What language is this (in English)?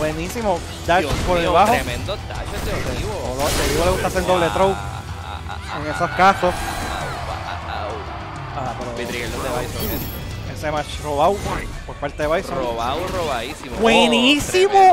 Spanish